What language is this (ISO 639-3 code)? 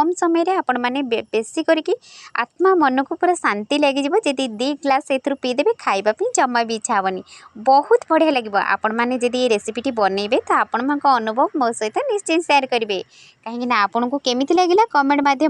ori